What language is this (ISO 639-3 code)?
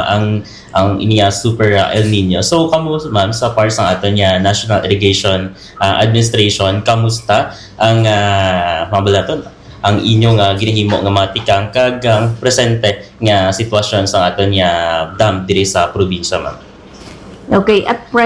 hil